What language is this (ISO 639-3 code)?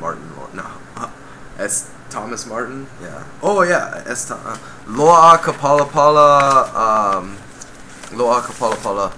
haw